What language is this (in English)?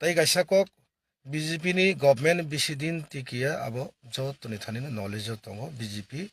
Kok Borok